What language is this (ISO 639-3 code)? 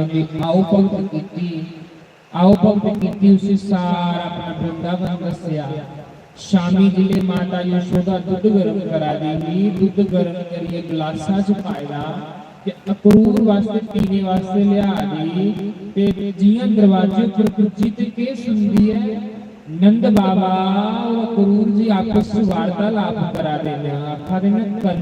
doi